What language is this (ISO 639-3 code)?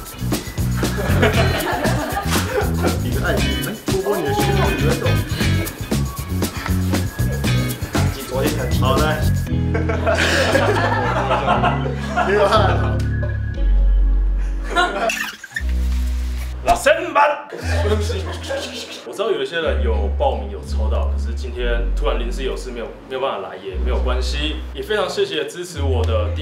zho